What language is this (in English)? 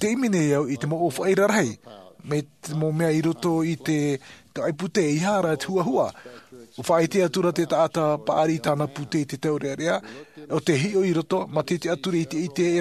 Tahitian